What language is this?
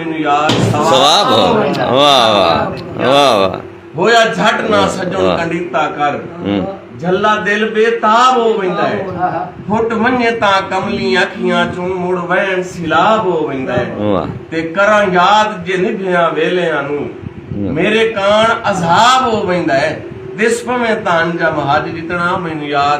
Saraiki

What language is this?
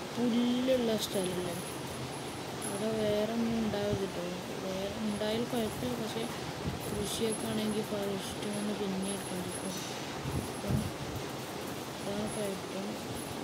Malayalam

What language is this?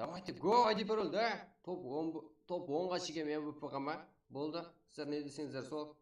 Kara-Kalpak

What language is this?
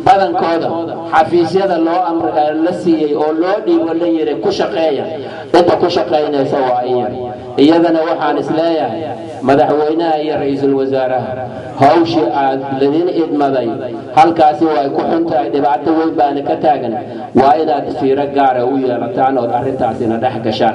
Somali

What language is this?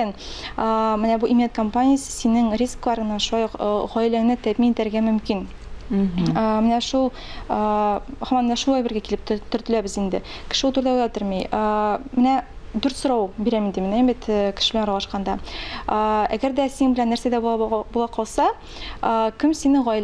Tatar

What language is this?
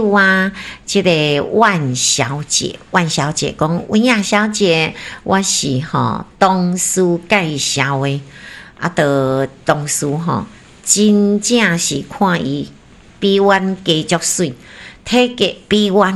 Min Nan Chinese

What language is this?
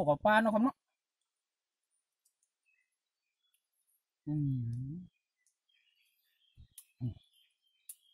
Northeastern Thai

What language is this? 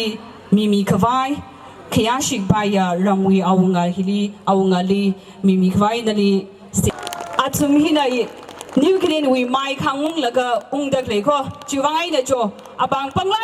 Tangkhul Naga (India)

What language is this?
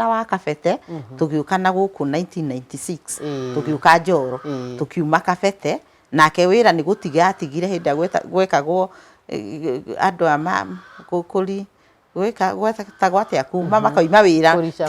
Kikuyu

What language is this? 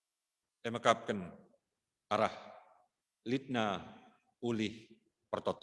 Batak Karo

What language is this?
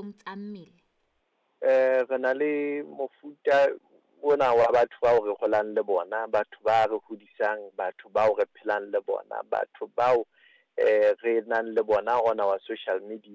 Southern Sotho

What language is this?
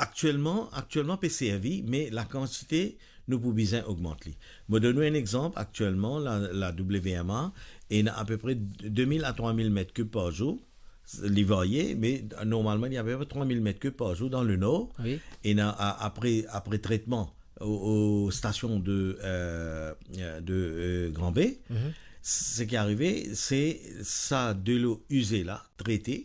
Morisyen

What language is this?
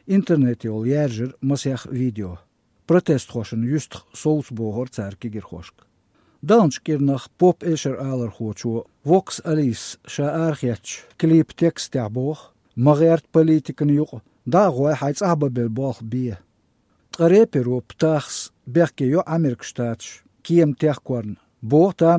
Chechen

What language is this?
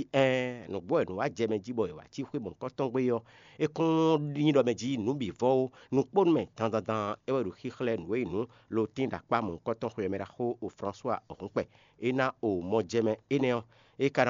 Fon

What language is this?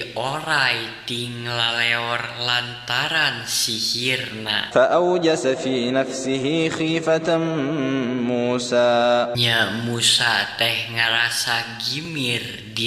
Sundanese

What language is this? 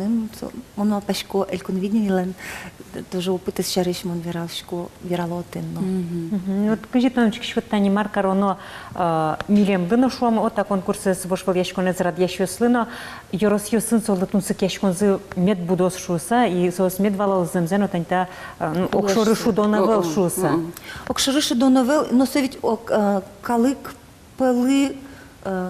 Udmurt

